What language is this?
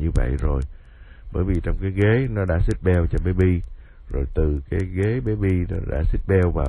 Vietnamese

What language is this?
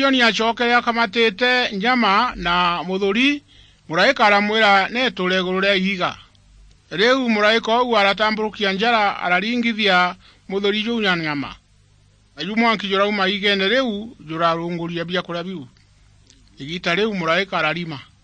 Meru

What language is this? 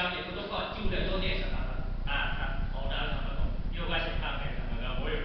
Lahu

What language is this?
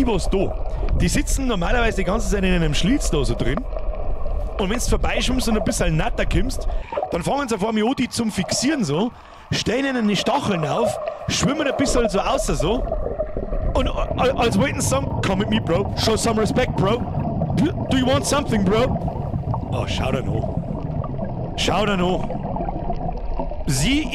Bavarian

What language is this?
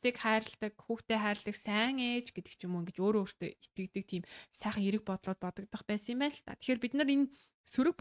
Mongolian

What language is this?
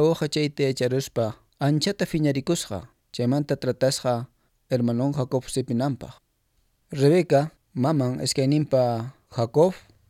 Quechua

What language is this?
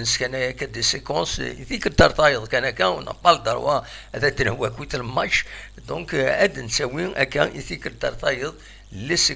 Kabyle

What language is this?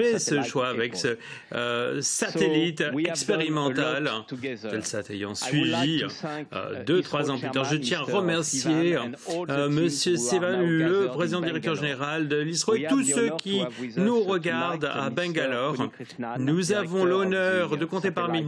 French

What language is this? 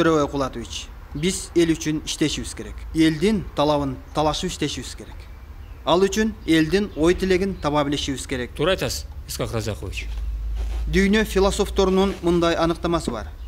Kyrgyz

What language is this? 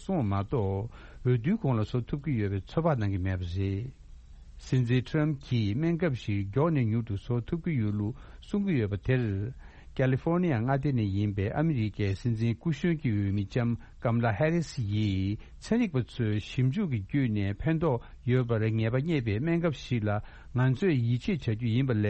Tibetan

